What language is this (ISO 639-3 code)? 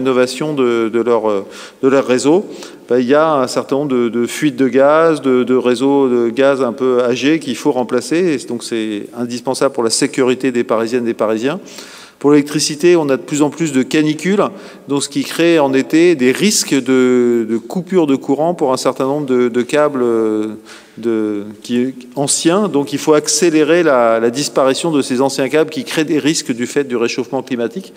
fra